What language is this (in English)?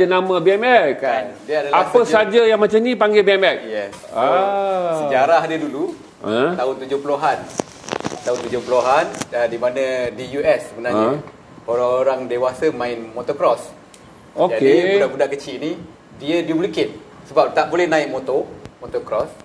Malay